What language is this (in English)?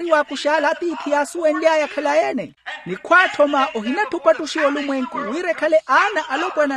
Makhuwa